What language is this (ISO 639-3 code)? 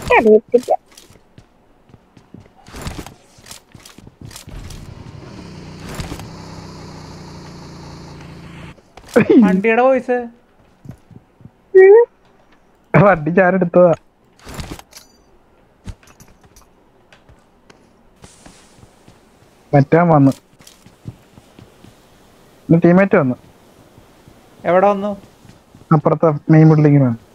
mal